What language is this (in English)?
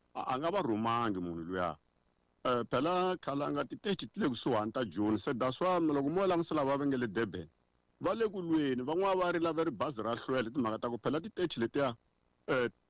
Tsonga